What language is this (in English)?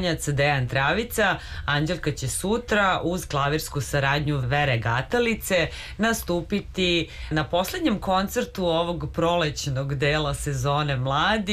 Serbian